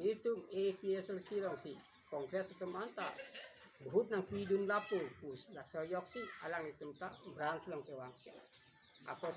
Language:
Karbi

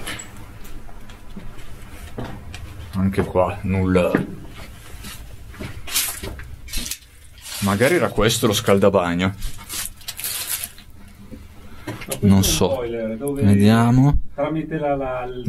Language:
Italian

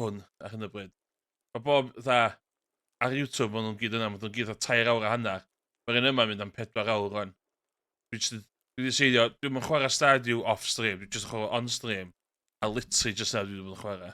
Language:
Welsh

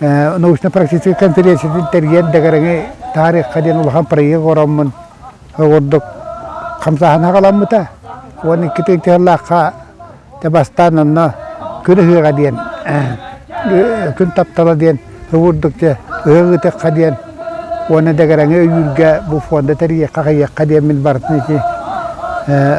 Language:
Yakut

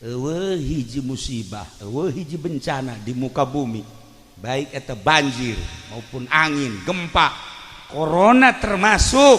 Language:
Sundanese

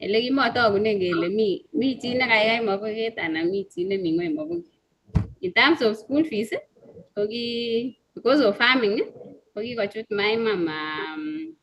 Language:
Kalenjin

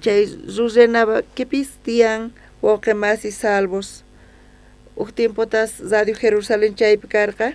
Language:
South Bolivian Quechua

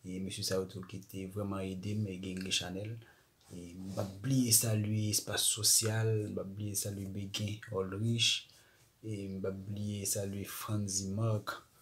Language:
Haitian Creole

